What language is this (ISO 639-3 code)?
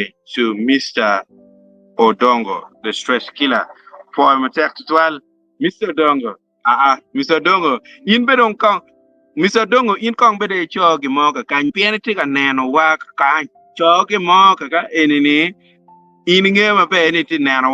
ach